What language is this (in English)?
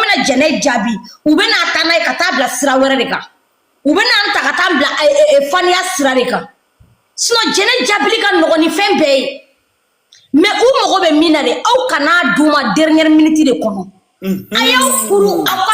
Bambara